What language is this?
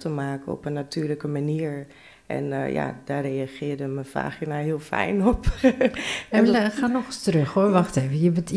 Dutch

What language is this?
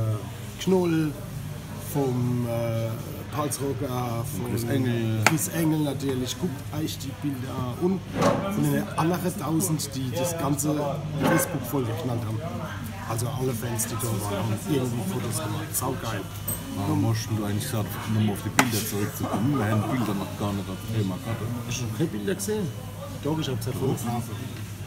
Palatine German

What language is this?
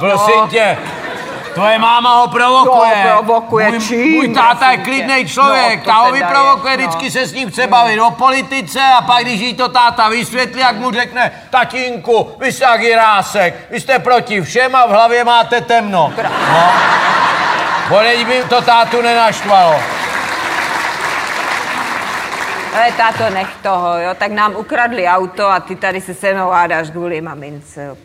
Czech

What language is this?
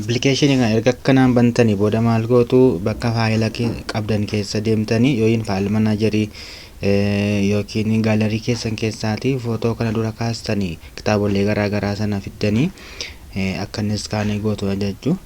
Oromo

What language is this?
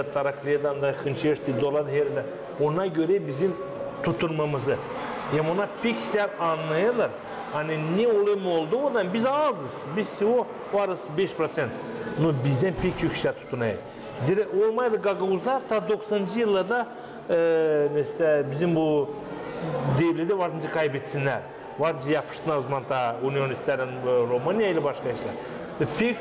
Gagauz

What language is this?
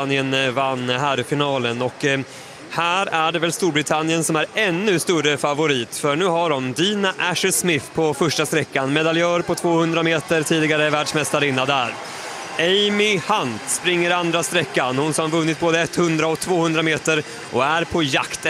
Swedish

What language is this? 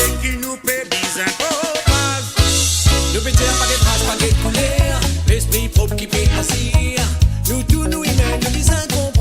Morisyen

